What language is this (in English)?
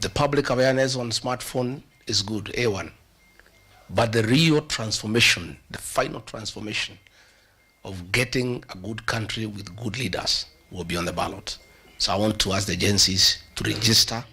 Kamba